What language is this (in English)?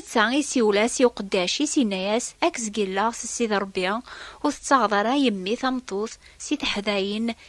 Kabyle